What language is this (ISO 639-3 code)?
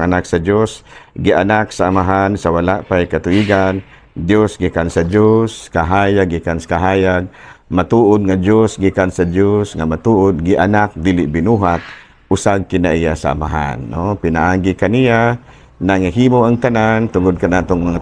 ceb